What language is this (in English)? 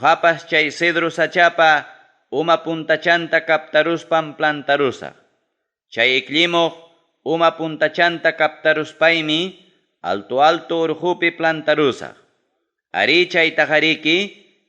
Ayacucho Quechua